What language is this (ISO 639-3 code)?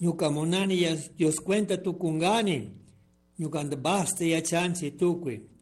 qug